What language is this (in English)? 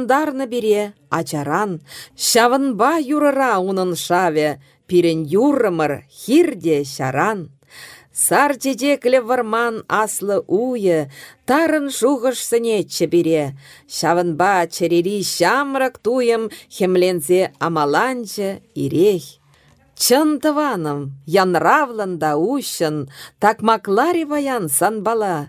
Chuvash